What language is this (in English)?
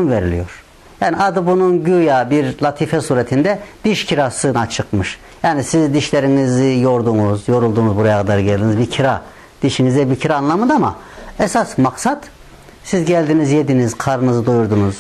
Turkish